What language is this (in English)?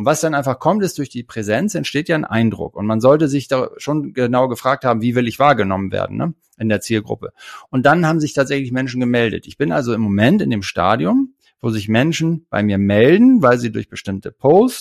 German